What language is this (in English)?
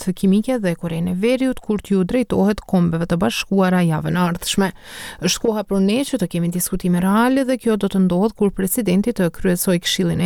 Albanian